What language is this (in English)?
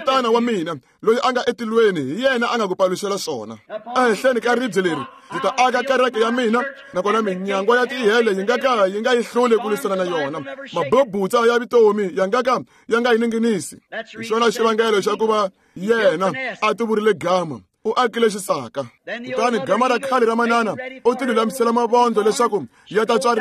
Tsonga